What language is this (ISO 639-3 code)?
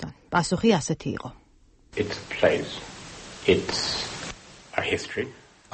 kat